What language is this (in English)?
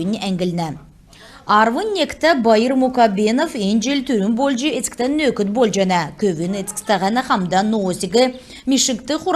Kalmyk